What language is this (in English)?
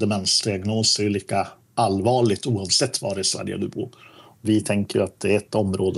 Swedish